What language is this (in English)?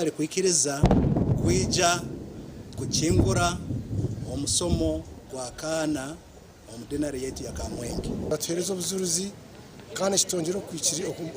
Nyankole